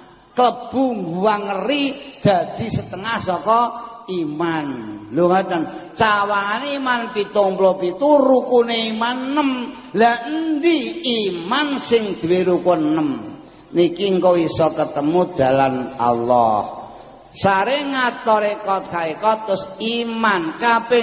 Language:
Javanese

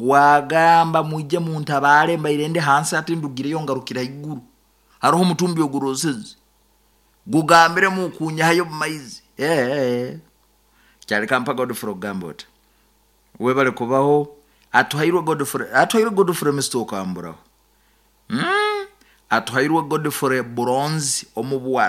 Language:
Nyoro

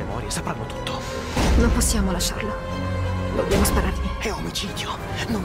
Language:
Italian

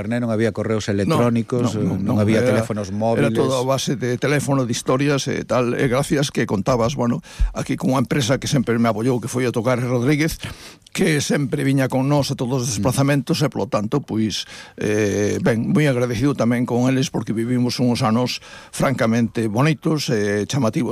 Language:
Galician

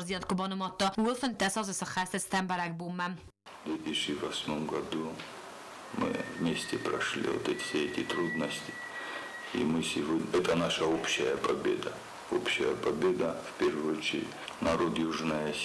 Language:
Ossetic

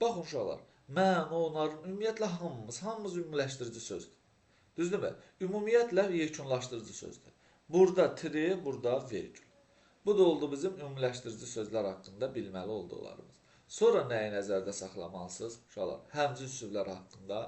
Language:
Azerbaijani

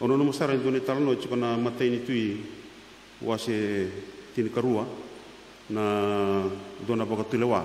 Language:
Fijian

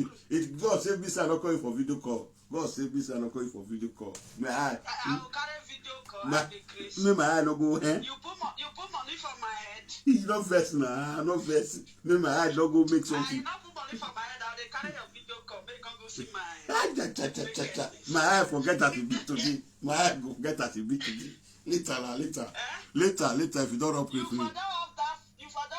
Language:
Nigerian Pidgin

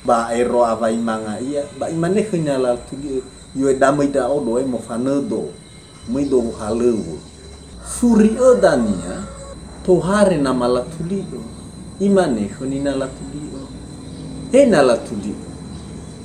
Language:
Nias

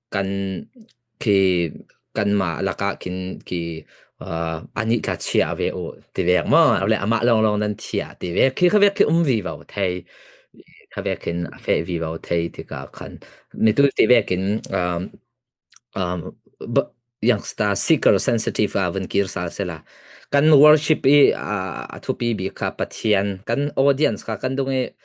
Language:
Falam Chin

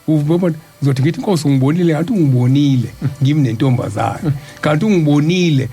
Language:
Zulu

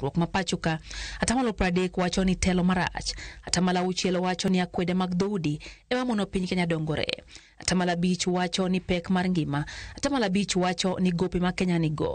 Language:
Luo (Kenya and Tanzania)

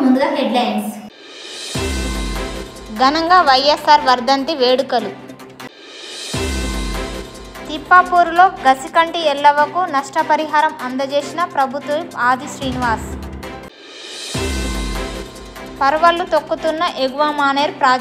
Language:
Telugu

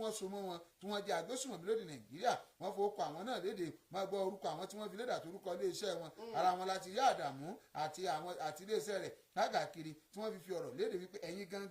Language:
Yoruba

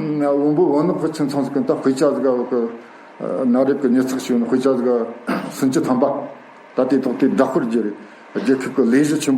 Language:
Tibetan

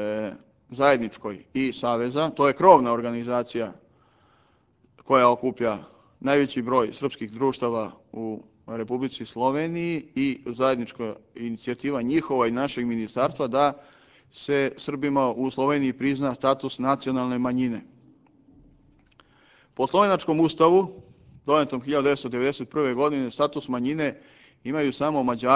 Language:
Serbian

